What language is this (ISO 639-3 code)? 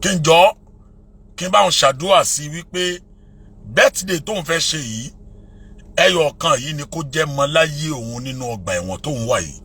yor